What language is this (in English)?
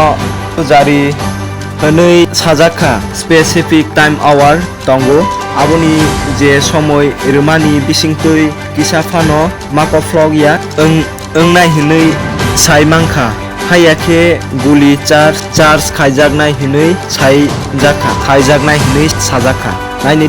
Kok Borok